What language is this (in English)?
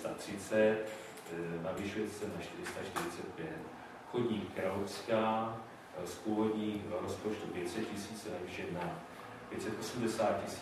Czech